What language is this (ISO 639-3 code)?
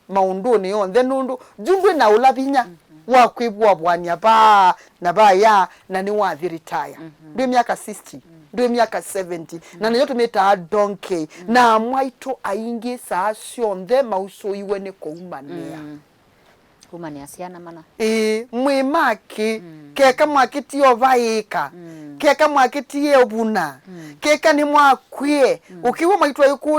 kam